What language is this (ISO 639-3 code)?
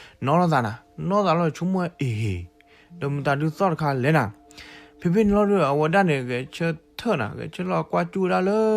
ksw